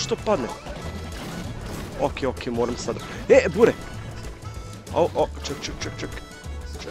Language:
Croatian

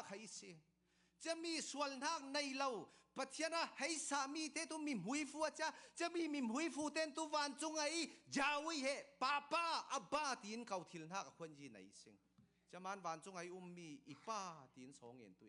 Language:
Falam Chin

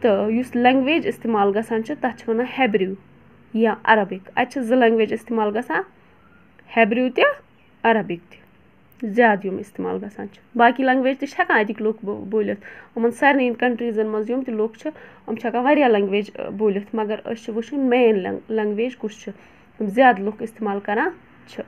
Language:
Kashmiri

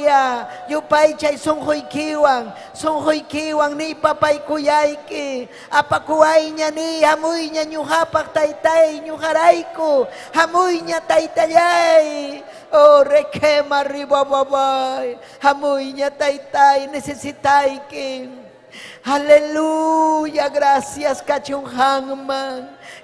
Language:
Ayacucho Quechua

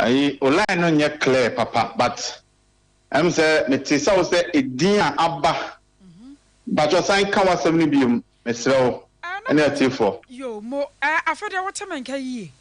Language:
Akan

